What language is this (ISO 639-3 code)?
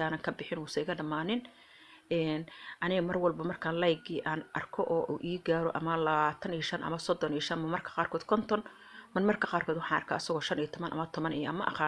som